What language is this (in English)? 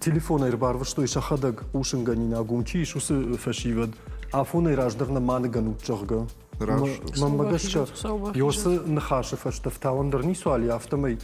Ossetic